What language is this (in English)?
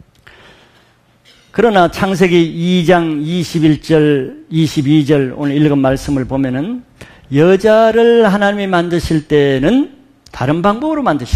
Korean